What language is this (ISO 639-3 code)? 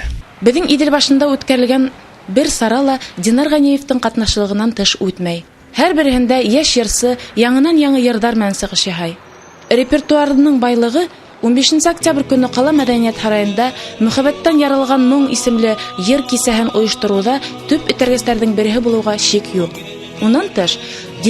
bak